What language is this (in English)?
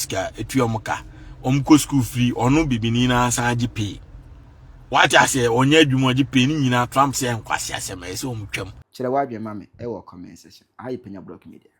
Akan